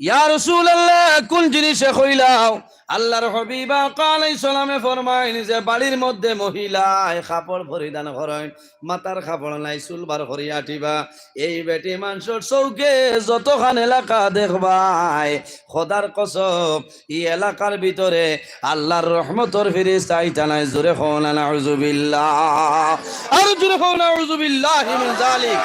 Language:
Sylheti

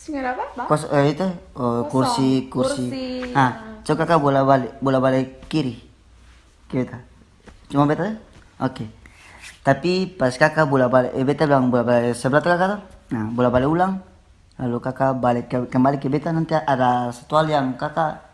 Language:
Ambonese Malay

